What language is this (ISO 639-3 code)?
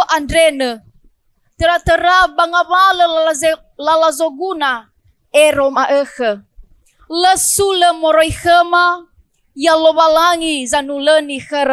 nia